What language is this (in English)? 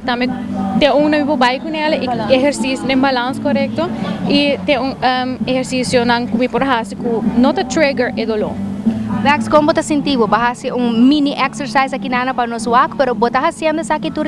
Papiamento